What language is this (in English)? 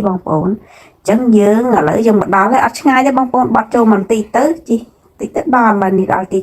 Khmer